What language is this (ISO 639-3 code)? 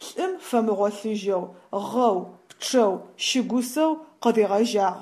ady